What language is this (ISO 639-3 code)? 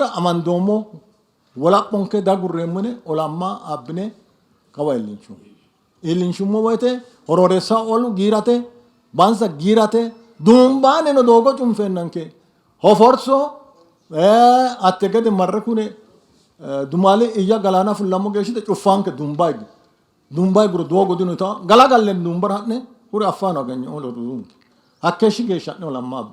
sid